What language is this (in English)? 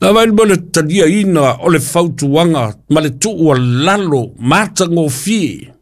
Samoan